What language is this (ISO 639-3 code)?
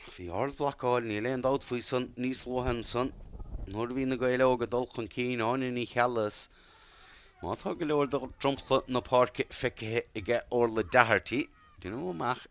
gle